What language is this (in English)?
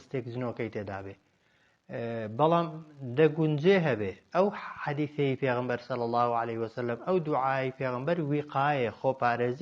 Central Kurdish